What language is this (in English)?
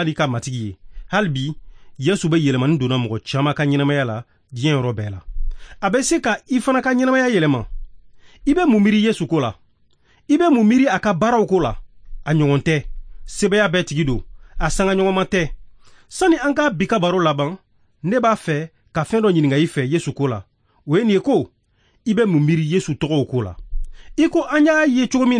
Bambara